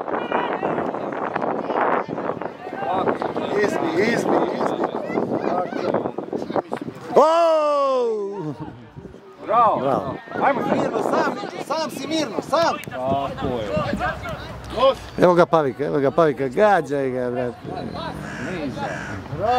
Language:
Serbian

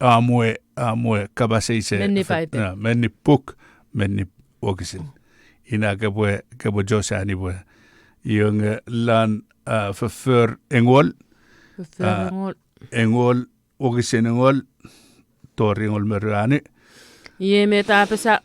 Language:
Chuukese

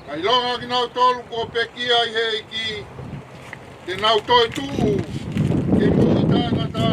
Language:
Tongan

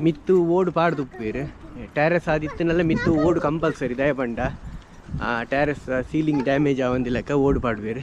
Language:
Tulu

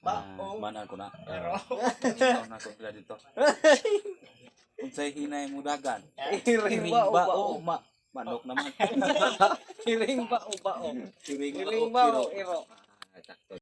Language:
Cebuano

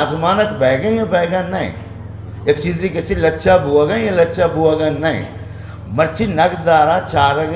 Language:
Eastern Balochi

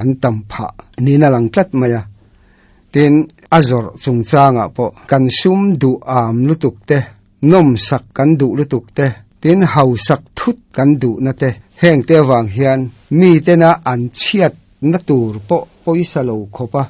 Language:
Mizo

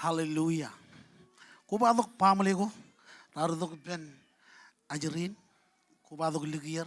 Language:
Marshallese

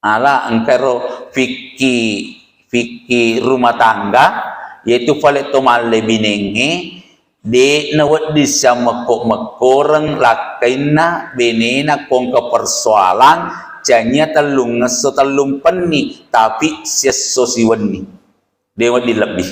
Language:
Buginese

